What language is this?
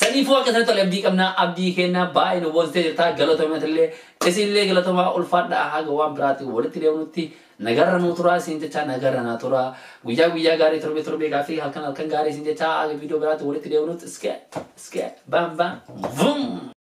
Oromo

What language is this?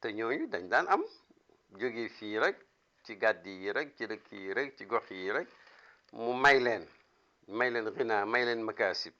Wolof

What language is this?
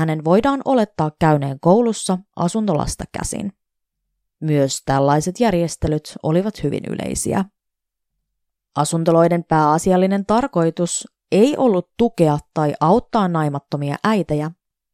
Finnish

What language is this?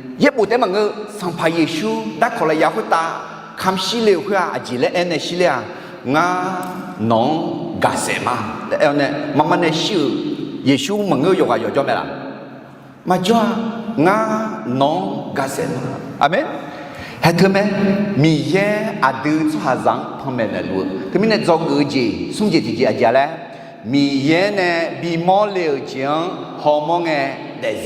Akha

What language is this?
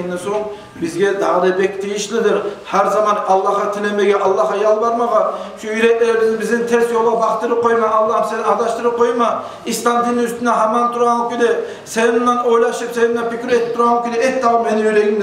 Kumyk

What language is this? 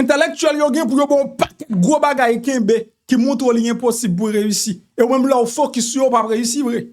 Haitian Creole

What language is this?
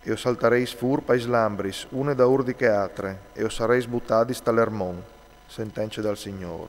Friulian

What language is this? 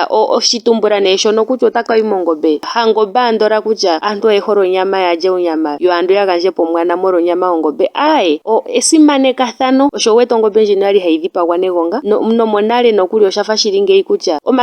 Ndonga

